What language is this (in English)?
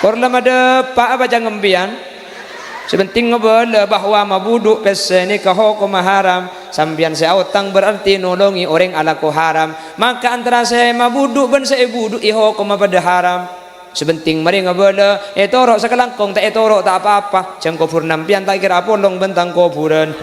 Madurese